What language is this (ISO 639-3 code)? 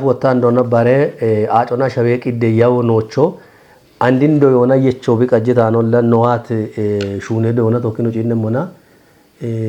kbr